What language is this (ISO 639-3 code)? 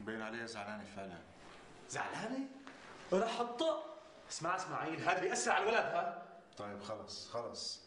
apc